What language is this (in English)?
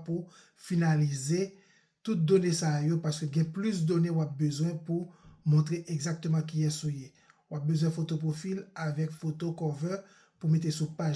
Haitian Creole